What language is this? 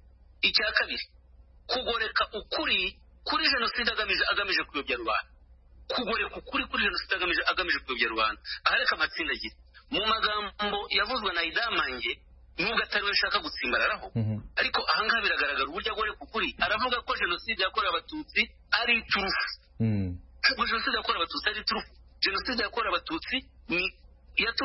Kinyarwanda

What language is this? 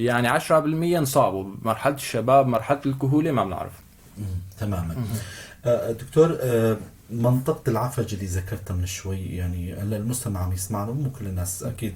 North Levantine Arabic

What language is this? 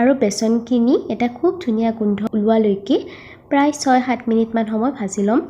Assamese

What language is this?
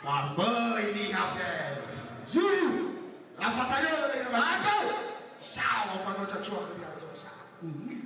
Nias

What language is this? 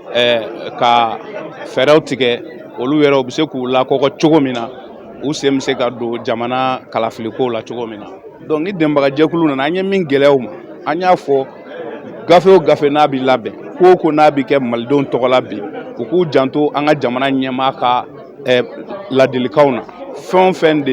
Bambara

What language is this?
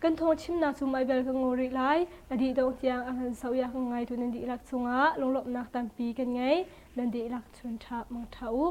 Hakha Chin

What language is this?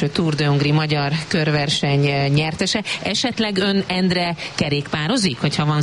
Hungarian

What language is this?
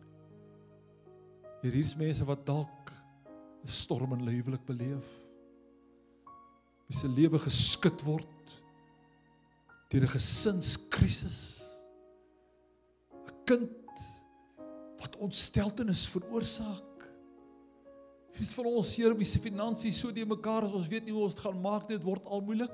Afrikaans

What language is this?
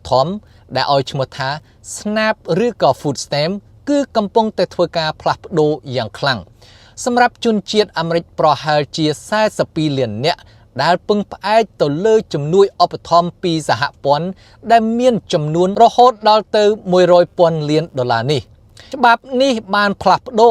Khmer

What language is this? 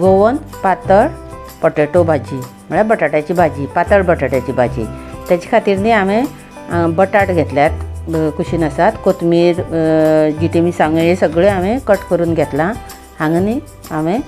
Konkani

